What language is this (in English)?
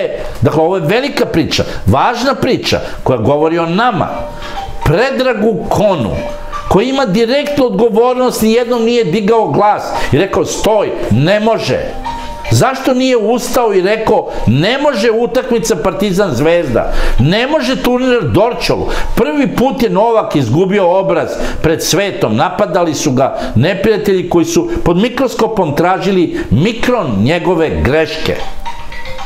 Serbian